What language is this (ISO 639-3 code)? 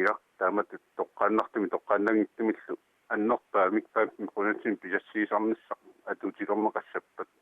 kal